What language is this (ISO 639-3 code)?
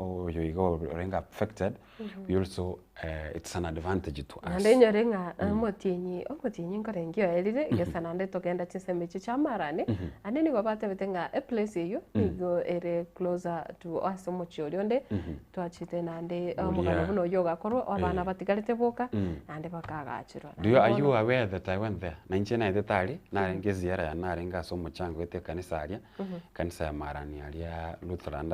guz